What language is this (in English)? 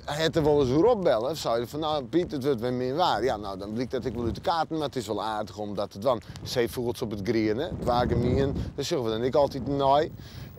Western Frisian